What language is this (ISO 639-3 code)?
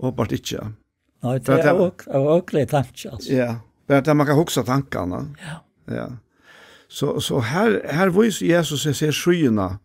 fao